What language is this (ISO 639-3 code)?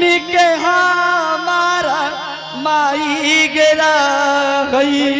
anp